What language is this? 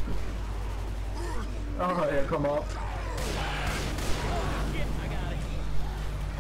Danish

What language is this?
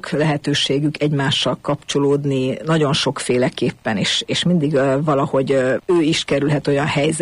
Hungarian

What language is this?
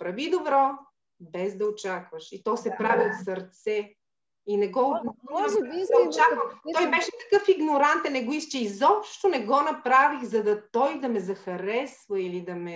Bulgarian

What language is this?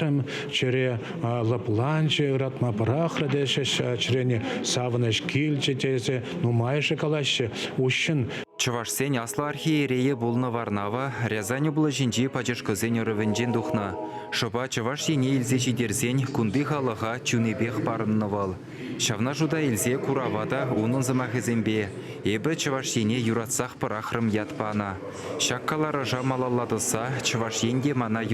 Chuvash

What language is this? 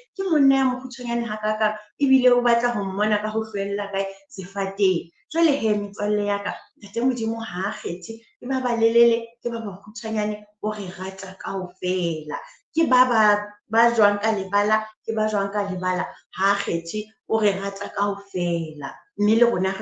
Southern Sotho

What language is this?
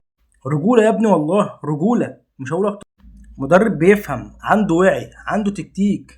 Egyptian Arabic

